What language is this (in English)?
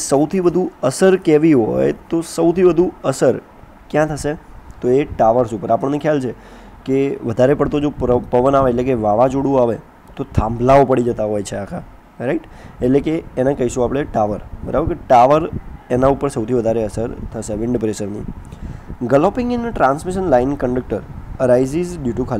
Gujarati